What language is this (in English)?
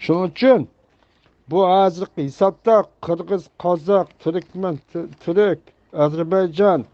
Uyghur